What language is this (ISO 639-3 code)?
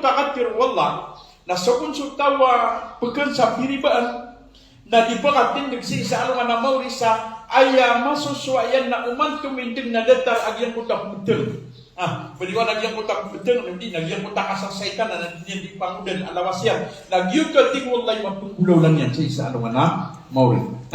mrw